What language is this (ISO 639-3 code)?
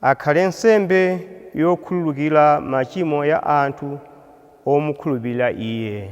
nya